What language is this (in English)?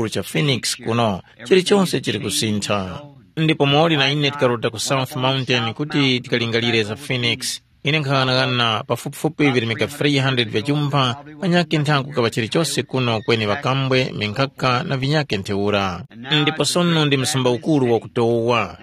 Tumbuka